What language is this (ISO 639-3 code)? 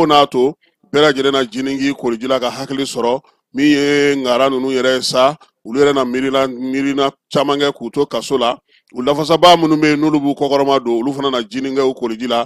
bam